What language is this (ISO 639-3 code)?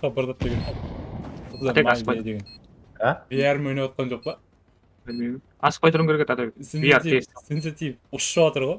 kaa